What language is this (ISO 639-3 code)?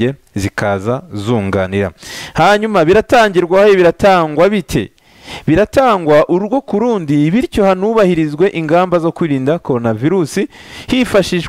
kin